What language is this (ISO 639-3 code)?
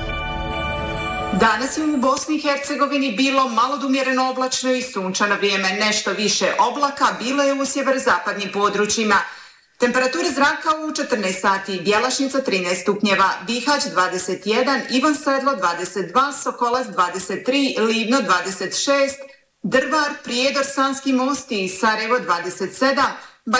bos